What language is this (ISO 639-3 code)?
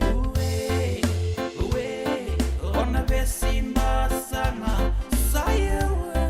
fij